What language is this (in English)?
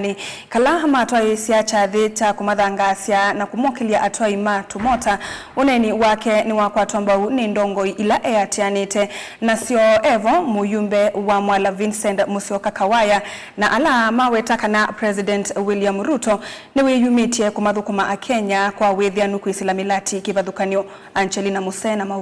Kamba